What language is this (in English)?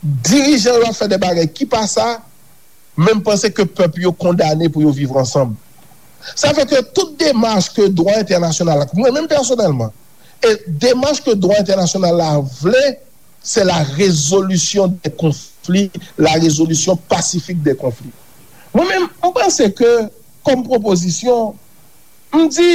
Haitian Creole